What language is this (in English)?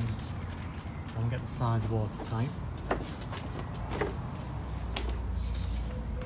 English